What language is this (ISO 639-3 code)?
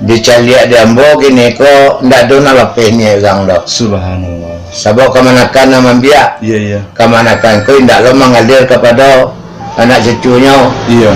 min